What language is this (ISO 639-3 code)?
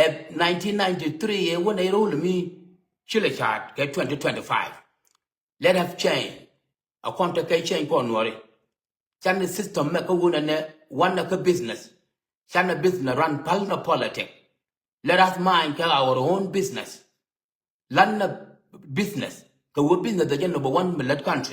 nus